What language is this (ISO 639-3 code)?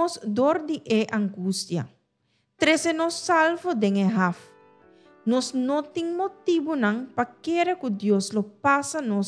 pap